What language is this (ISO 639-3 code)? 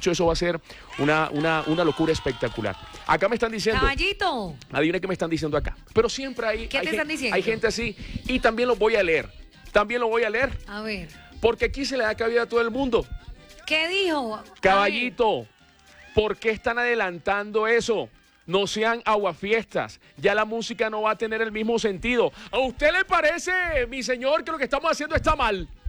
spa